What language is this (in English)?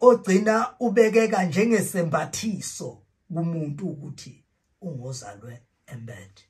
Zulu